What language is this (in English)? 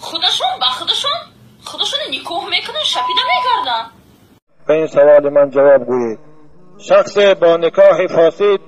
Tajik